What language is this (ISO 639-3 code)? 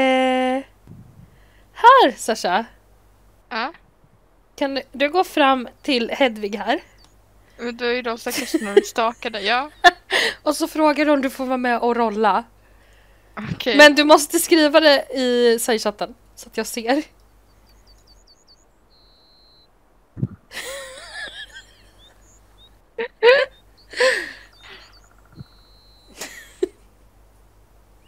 swe